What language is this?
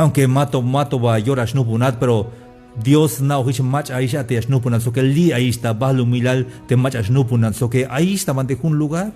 Tzeltal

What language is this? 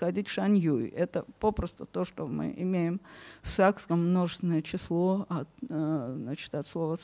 Russian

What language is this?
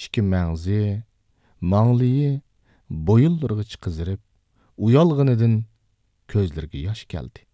Uyghur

